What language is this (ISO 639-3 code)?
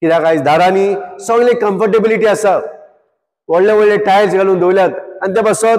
kok